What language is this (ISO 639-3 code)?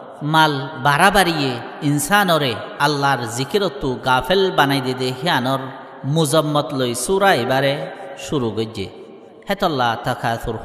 rhg